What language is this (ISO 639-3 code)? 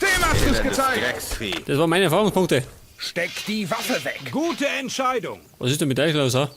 bar